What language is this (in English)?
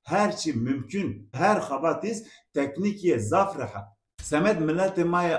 Zaza